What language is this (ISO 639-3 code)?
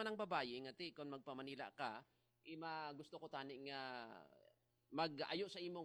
hil